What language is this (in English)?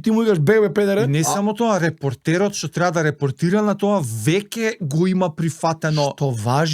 Macedonian